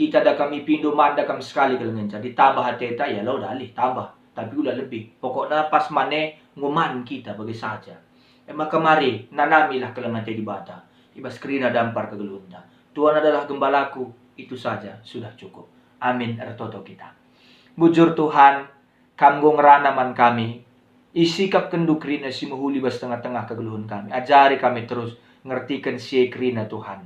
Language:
Batak Karo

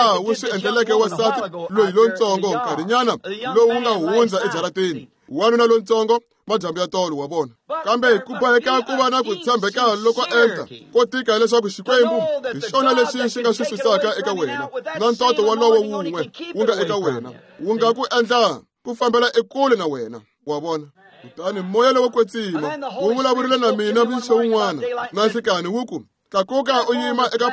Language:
Tsonga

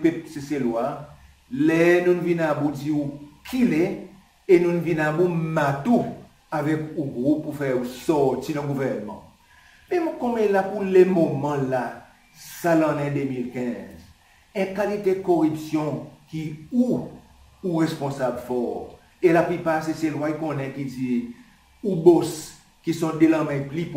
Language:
Seselwa Creole French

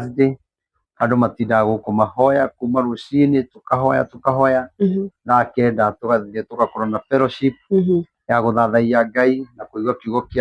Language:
Kikuyu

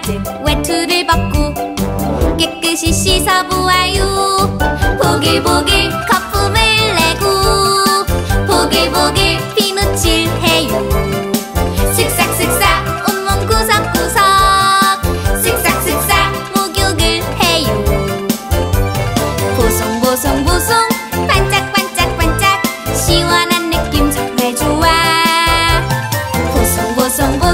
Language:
Korean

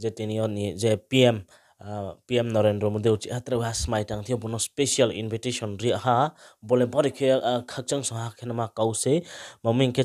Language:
Riang (India)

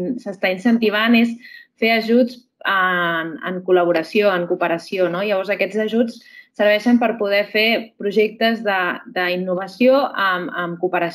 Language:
Catalan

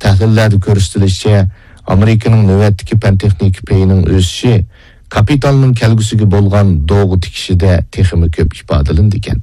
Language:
Uyghur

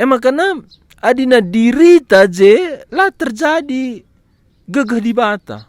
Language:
Batak Karo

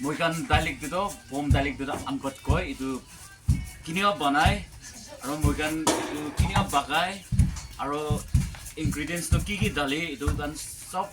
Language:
Naga Pidgin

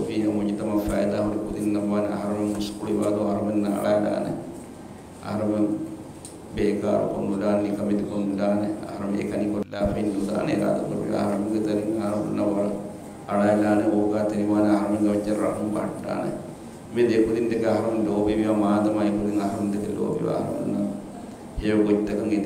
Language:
Divehi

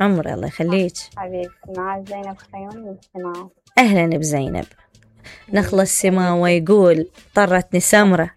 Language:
Mesopotamian Arabic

